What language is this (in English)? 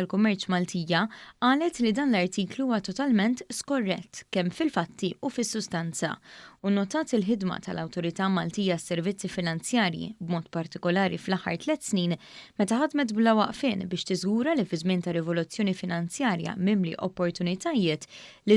Maltese